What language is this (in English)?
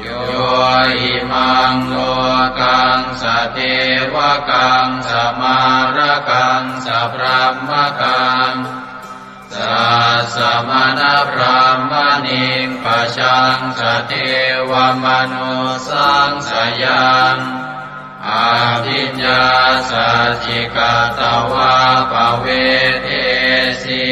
Pali